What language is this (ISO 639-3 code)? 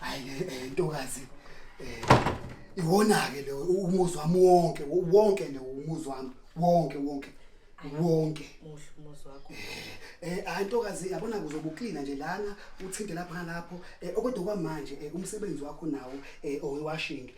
zul